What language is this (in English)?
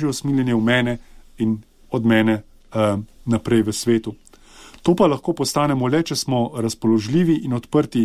Slovenian